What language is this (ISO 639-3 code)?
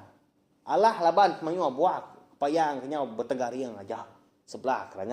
iba